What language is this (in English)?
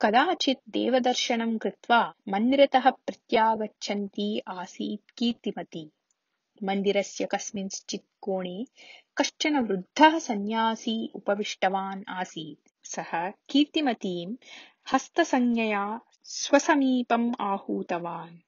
Sanskrit